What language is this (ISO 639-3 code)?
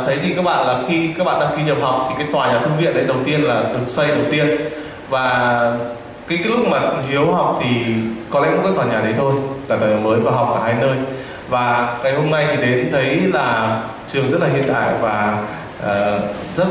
vie